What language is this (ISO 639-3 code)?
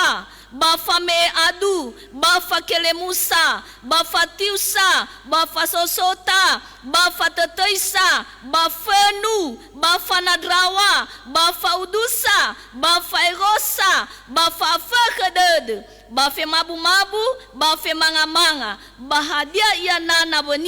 nia